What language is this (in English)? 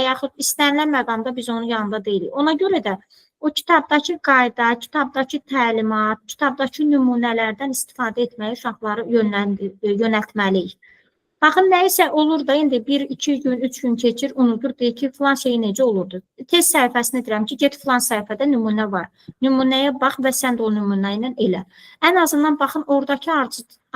Azerbaijani